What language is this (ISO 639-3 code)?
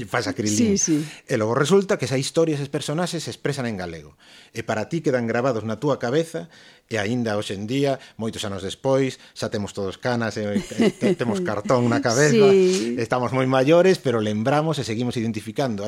glg